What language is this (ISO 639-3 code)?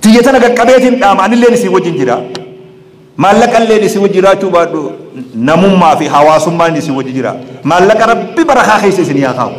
orm